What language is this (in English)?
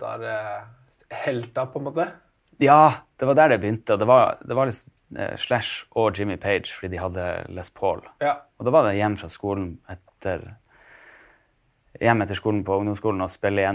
Norwegian